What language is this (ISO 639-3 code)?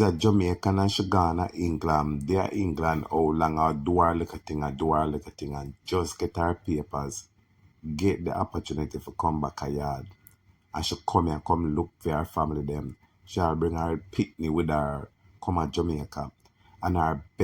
jam